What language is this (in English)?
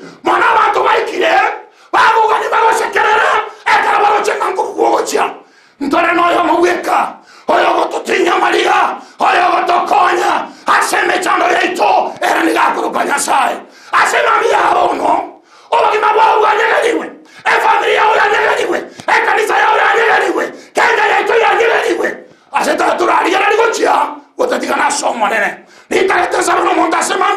Gusii